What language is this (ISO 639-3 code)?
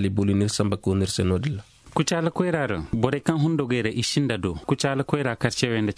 dje